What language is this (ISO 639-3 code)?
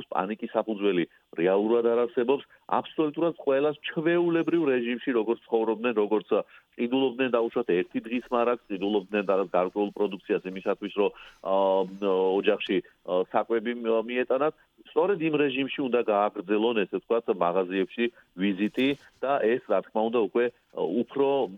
kat